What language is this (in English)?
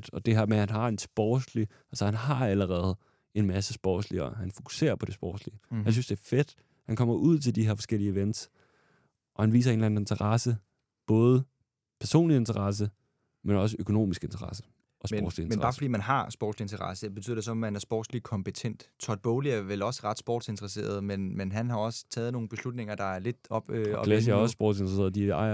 Danish